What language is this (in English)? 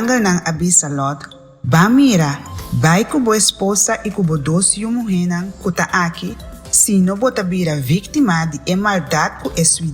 Papiamento